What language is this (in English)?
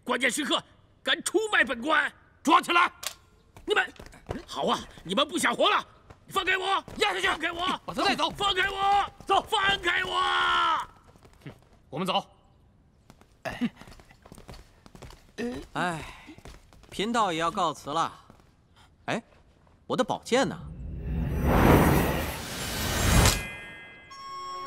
Chinese